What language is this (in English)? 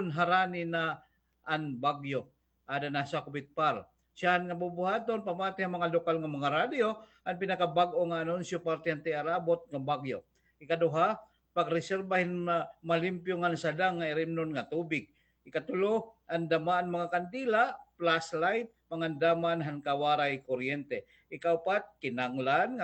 Waray